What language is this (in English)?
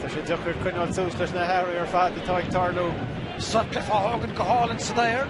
Irish